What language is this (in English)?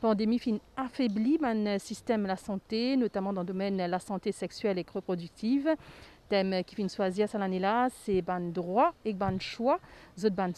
Morisyen